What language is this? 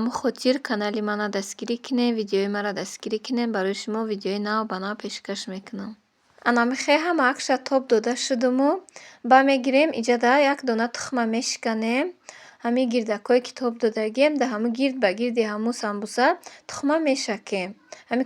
Tajik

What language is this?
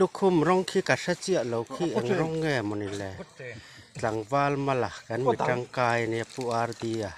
Mizo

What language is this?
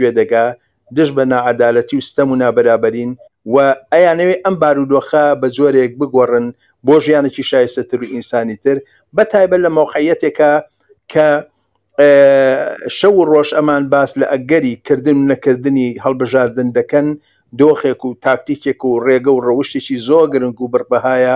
Central Kurdish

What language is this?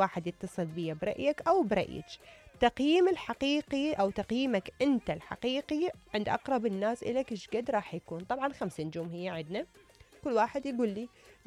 Mesopotamian Arabic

